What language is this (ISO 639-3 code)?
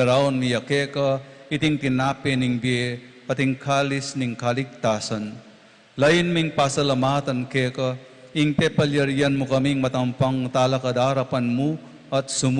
pam